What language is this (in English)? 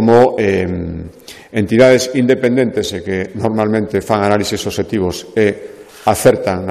Galician